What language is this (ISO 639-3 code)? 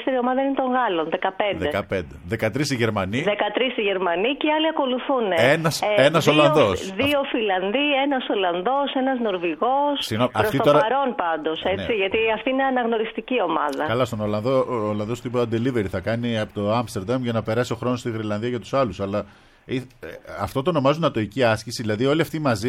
ell